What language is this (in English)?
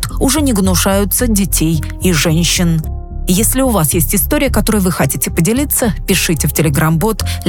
Russian